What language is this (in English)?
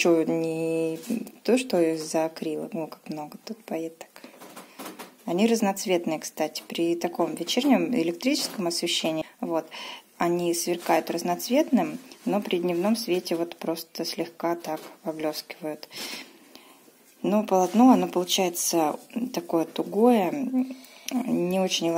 Russian